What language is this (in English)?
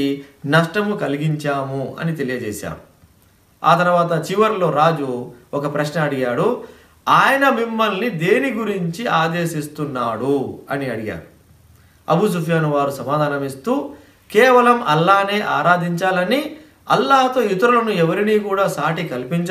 Telugu